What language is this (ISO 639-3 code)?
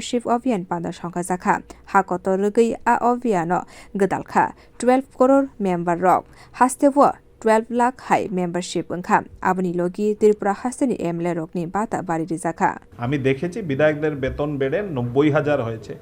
trp